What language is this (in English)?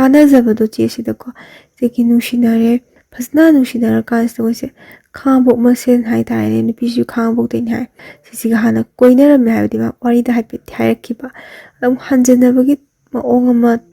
Manipuri